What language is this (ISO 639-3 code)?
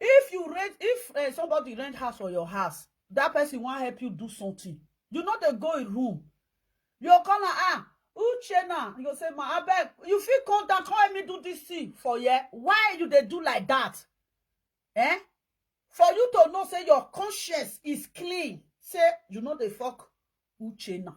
pcm